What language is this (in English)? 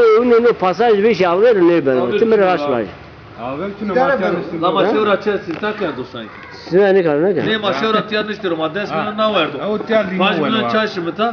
Zaza